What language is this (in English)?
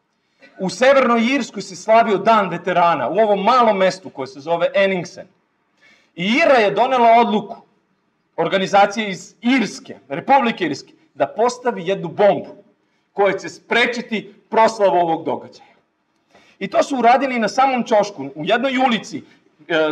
Serbian